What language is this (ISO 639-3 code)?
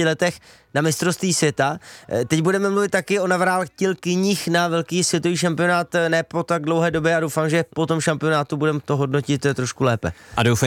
ces